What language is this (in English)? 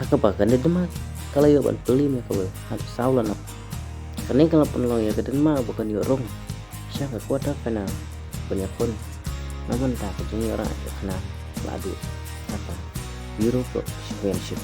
Khasi